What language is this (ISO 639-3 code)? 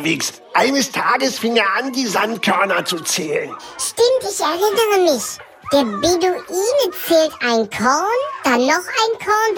deu